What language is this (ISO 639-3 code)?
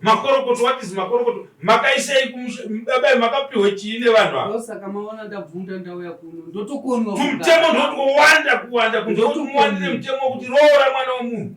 sna